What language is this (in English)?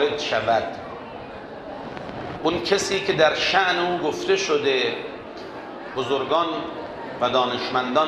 Persian